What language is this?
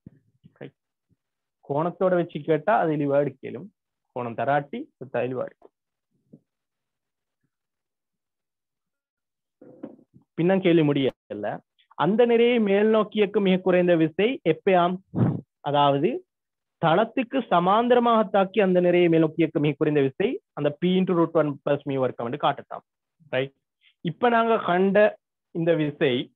Tamil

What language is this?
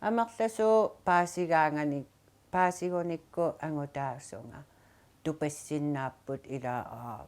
Kalaallisut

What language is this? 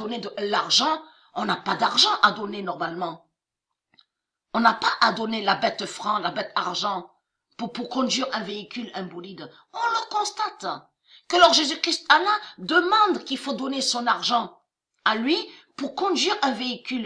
French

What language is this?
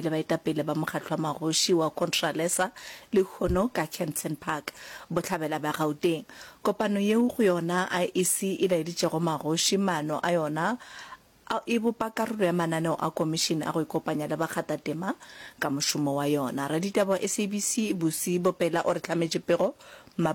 Northern Sotho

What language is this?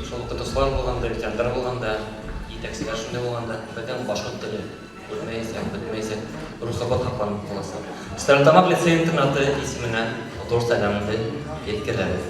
Bashkir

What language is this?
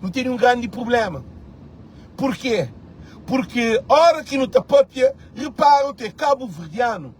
Kabuverdianu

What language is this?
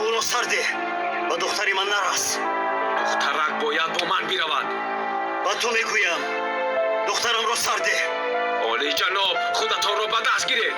Tajik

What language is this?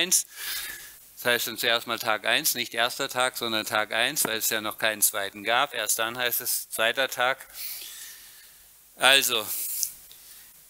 German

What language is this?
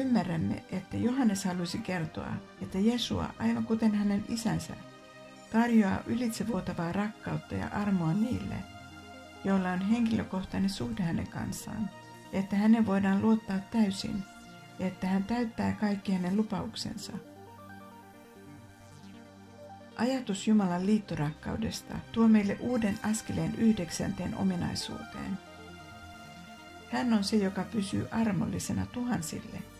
Finnish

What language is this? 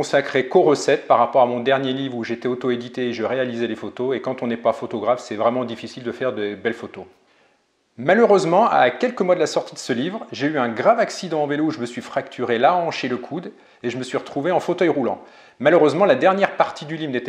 French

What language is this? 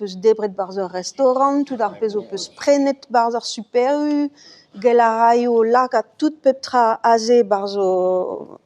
Breton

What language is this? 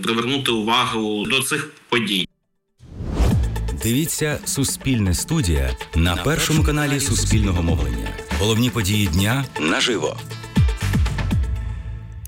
Ukrainian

